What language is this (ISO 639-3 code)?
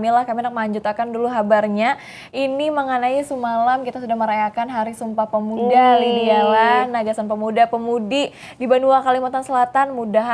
bjn